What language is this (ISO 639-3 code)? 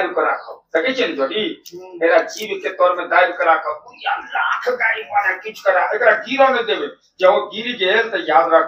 mai